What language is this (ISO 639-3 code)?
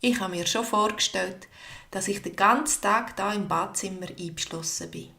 gsw